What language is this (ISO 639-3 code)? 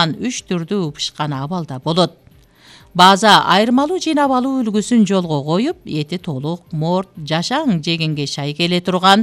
kir